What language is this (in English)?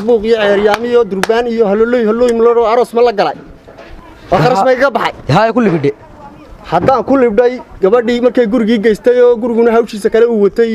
Somali